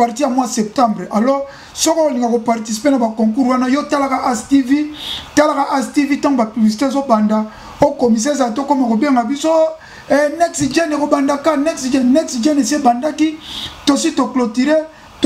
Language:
Lingala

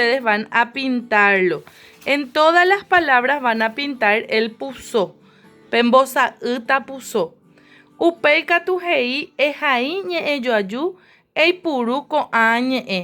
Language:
Guarani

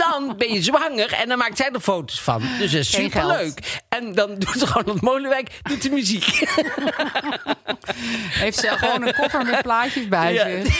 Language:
Dutch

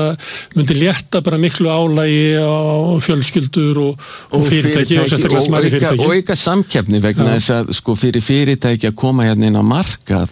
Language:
Icelandic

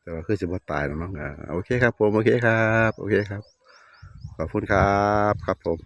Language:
Northeastern Thai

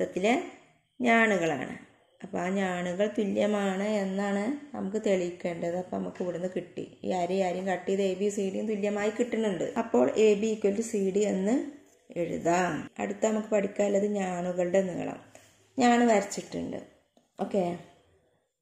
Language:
Malayalam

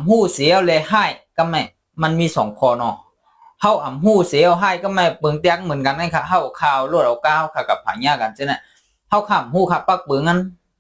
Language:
Shan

